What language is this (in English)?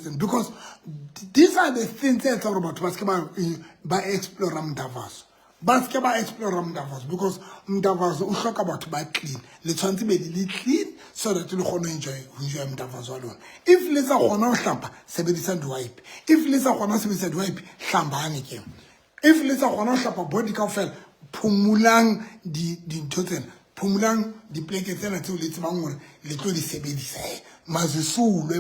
Southern Sotho